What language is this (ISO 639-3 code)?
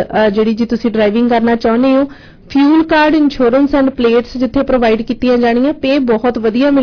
pan